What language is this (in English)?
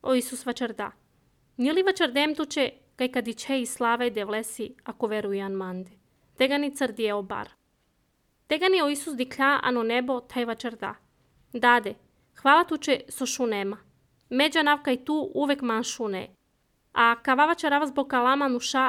Serbian